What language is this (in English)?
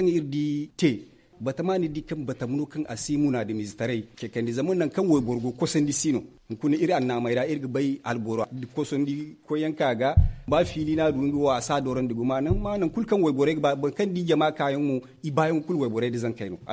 Zarma